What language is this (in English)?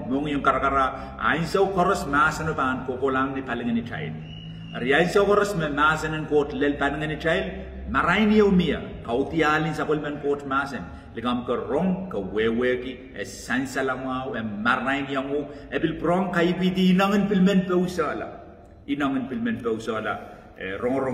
Pohnpeian